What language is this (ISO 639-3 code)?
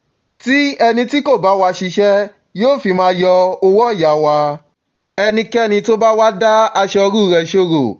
yor